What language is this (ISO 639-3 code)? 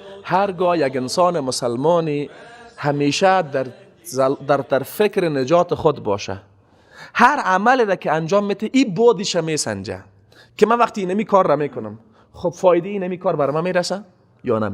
fas